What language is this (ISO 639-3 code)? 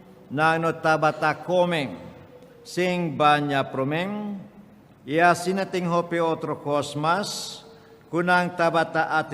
pap